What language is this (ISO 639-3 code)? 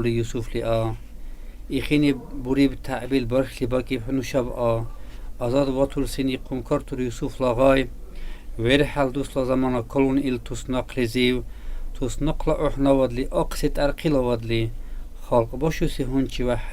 dar